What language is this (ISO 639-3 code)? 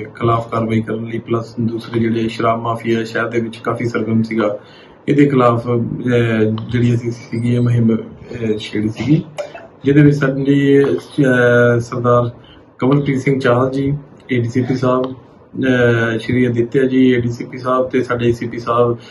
pan